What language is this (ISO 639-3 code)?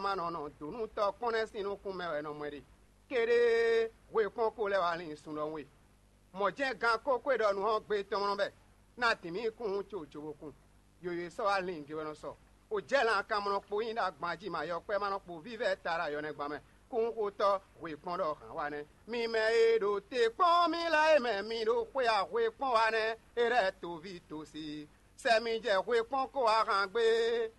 fon